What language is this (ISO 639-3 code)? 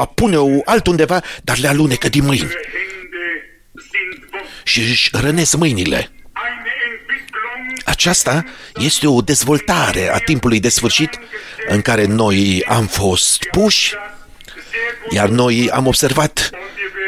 ron